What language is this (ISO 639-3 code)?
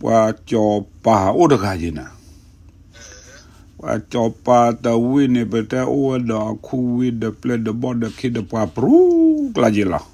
ksw